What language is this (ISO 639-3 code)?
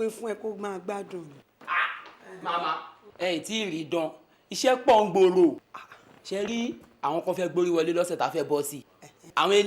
yor